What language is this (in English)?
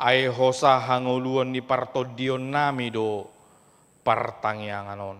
Batak Toba